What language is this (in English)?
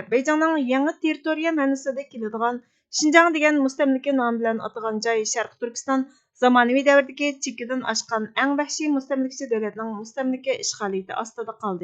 Uyghur